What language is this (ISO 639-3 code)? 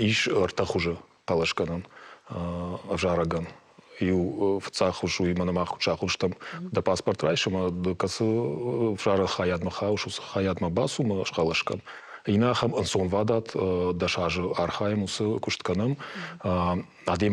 oss